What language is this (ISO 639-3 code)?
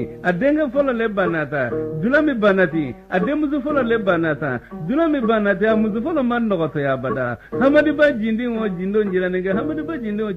bam